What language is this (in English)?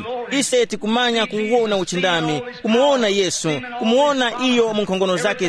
Tumbuka